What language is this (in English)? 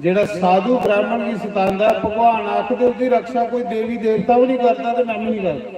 Dogri